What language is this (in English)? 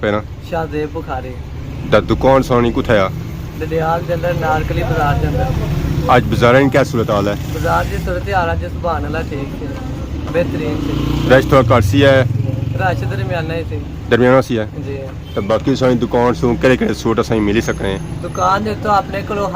Pahari-Potwari